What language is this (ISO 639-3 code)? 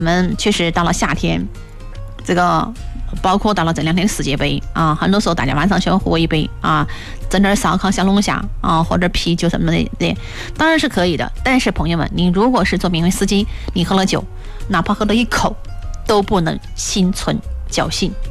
zho